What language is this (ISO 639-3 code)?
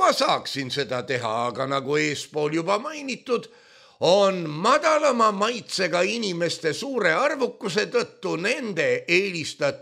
est